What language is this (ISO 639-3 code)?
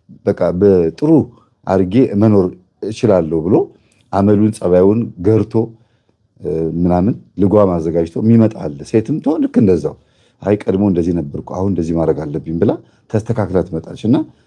amh